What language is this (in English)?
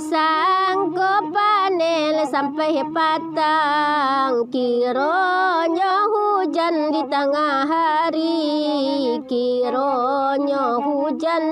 Minangkabau